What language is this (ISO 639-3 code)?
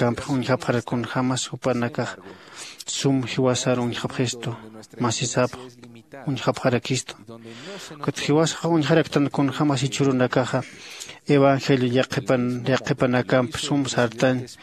aym